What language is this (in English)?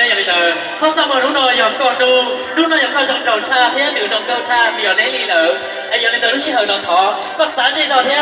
Hmong